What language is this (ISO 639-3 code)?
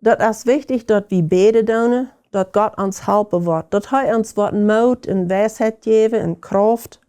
pdt